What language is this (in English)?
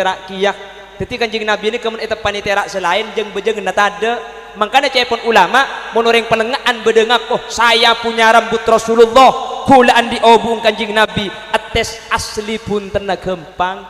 Madurese